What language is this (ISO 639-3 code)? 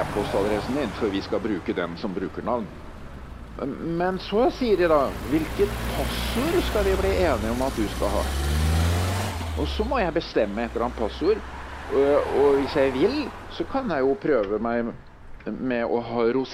nor